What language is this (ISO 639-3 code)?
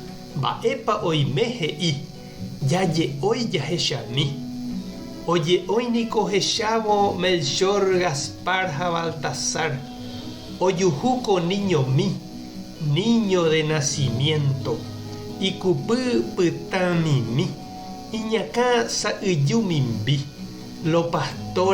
grn